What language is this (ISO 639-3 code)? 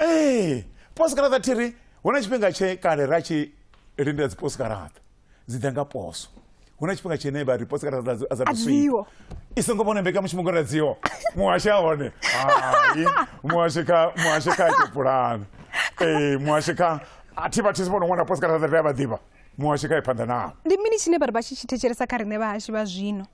ven